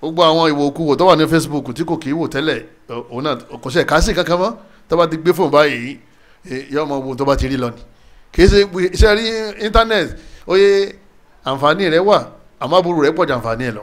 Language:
Yoruba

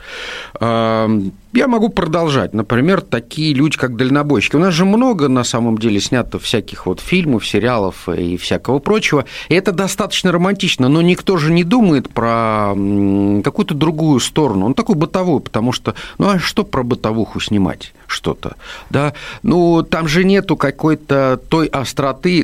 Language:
Russian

